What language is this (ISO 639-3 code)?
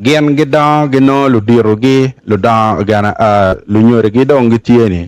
ach